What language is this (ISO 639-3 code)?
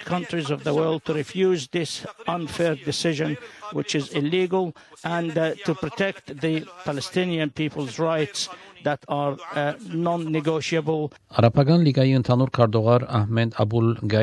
hye